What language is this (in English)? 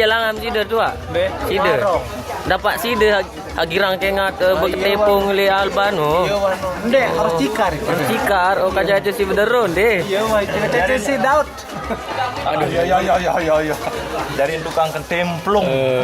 Sasak